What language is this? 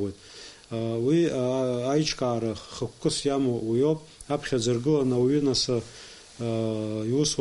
Abkhazian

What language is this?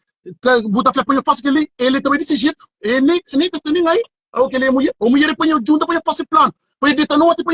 Kabuverdianu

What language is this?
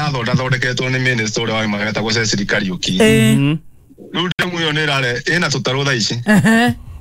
Kikuyu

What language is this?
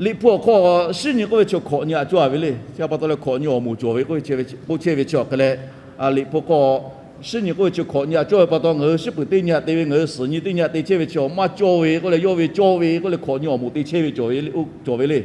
Lahu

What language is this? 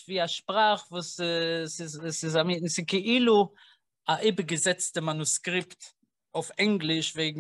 Yiddish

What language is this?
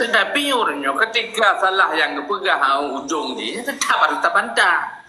Achinese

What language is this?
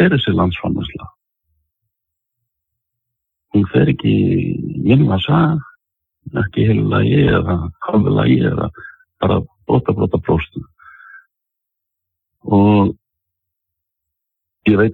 Icelandic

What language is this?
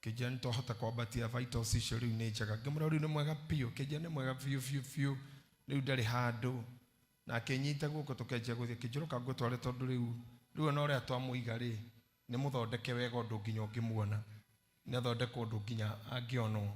Kikuyu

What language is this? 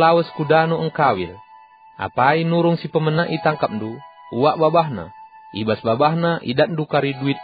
Batak Karo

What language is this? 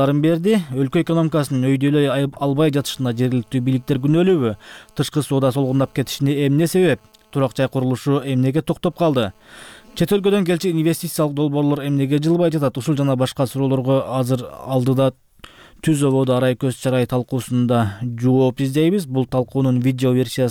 Kyrgyz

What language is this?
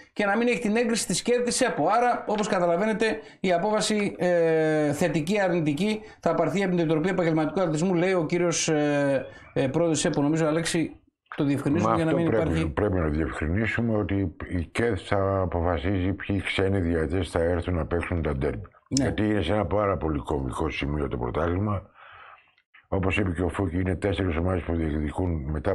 Greek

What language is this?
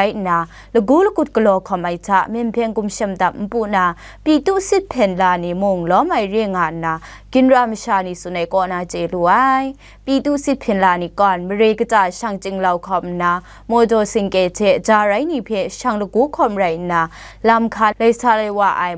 Kachin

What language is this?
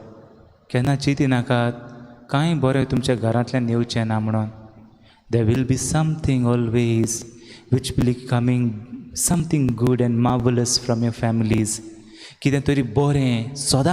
Konkani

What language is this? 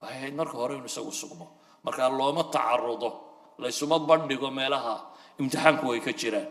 Somali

